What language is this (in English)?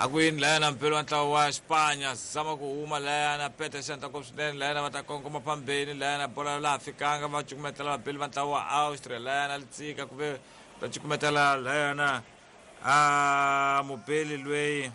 Tsonga